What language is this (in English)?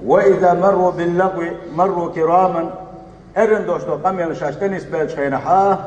Chechen